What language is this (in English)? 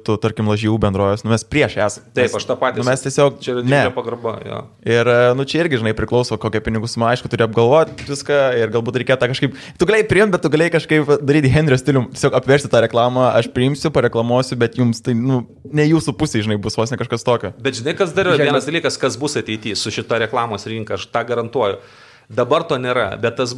Lithuanian